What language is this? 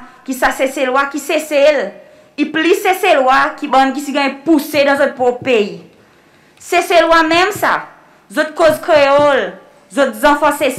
Seselwa Creole French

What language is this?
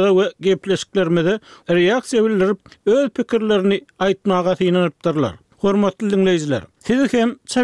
Turkmen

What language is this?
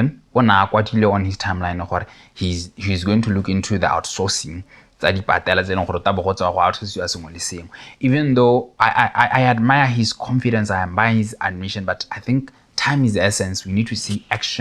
Tswana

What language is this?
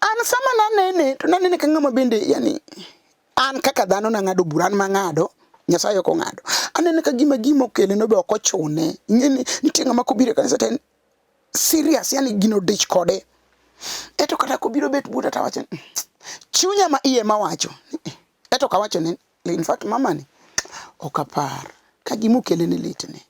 Luo (Kenya and Tanzania)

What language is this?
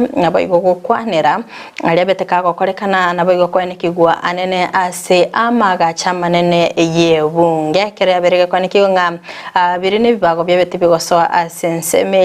Gusii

